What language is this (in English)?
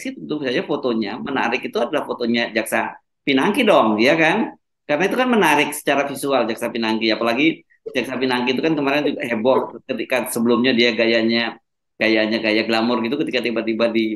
Indonesian